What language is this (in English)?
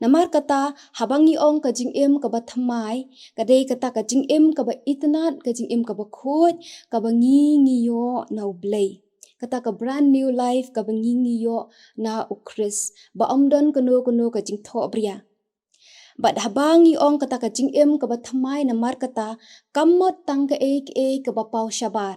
Khasi